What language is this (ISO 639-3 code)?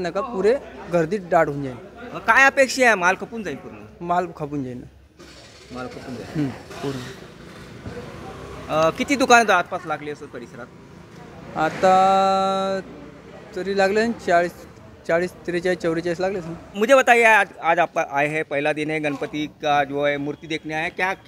mar